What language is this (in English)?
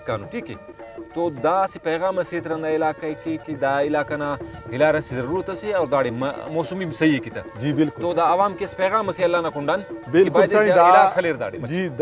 Brahui